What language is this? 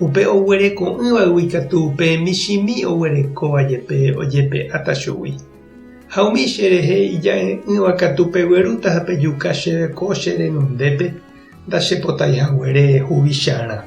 Guarani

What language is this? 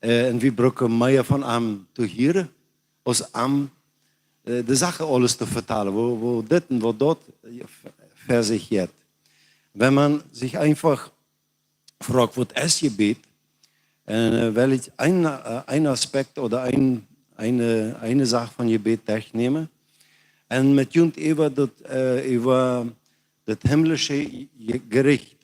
Plautdietsch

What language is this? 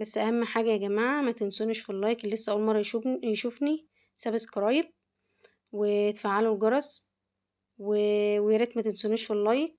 Egyptian Arabic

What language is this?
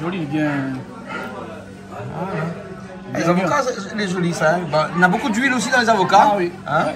Réunion Creole French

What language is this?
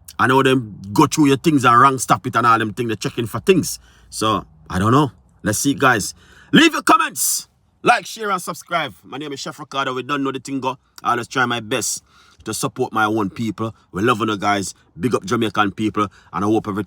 Jamaican Creole English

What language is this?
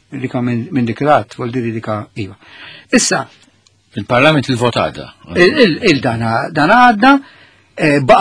Maltese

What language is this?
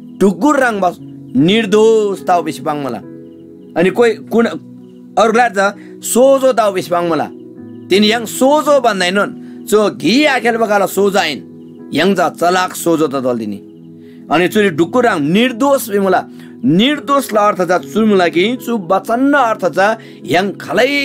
Eastern Tamang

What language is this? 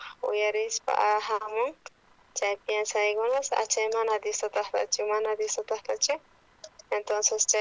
South Bolivian Quechua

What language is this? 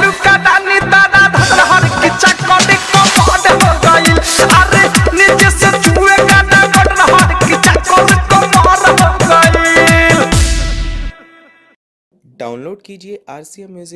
Bhojpuri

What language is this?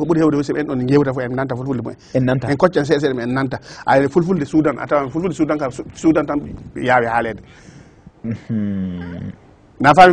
Fula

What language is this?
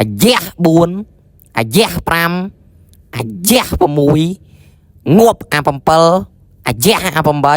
Khmer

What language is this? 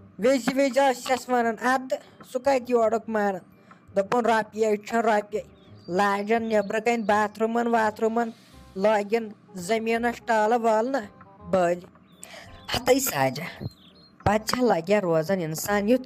Kashmiri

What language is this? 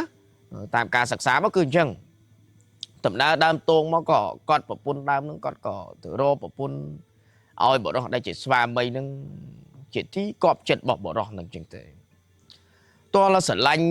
Khmer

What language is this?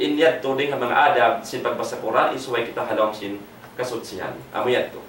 Tausug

